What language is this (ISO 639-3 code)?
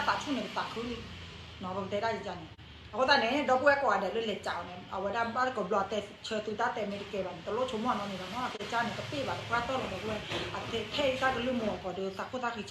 ksw